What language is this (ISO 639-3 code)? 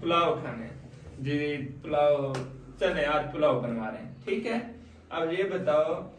skr